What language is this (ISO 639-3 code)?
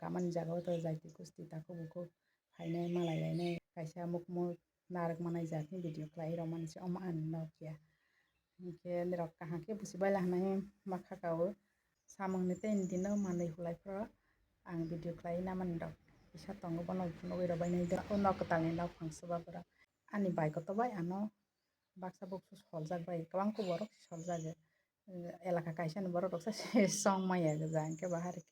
trp